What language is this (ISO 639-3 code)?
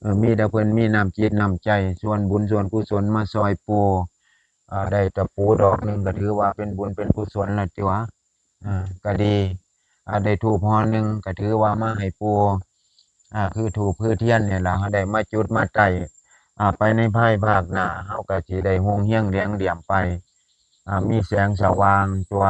tts